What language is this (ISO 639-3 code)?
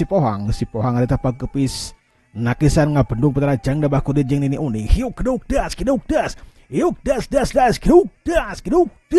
sun